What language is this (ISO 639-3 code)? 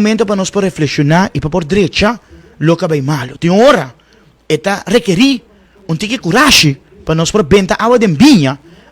pap